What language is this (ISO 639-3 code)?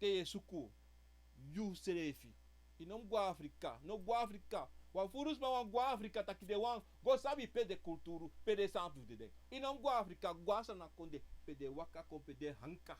srn